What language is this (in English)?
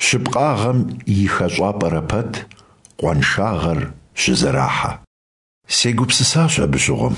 Kabardian